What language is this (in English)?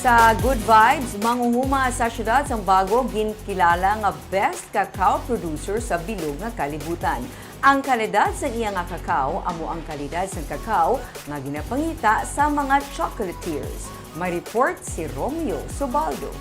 Hiligaynon